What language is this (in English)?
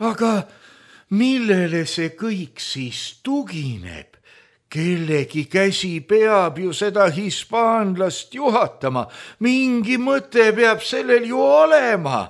Estonian